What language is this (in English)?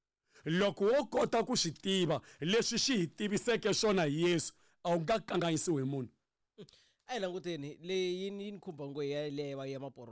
Tsonga